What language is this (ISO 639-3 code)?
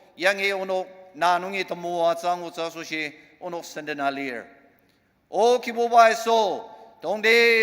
njo